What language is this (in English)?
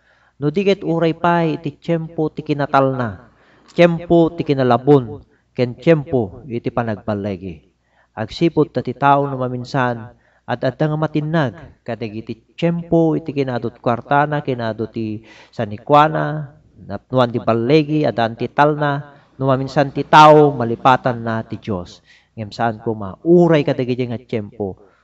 Iloko